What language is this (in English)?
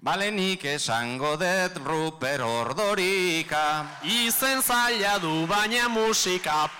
Basque